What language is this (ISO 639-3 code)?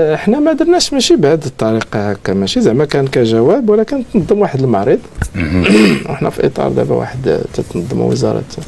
ary